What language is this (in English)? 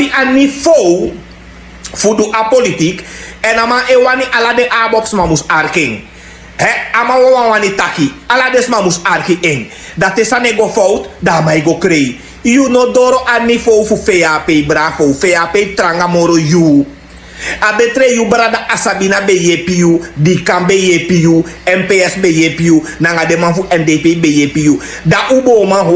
Sranan Tongo